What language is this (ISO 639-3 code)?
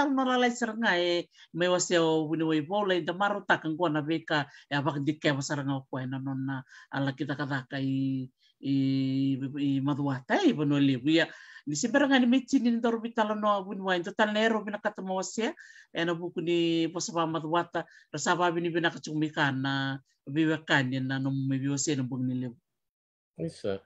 fij